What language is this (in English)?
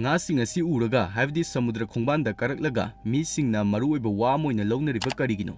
Manipuri